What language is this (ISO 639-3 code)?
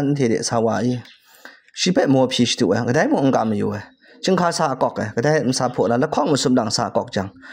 kac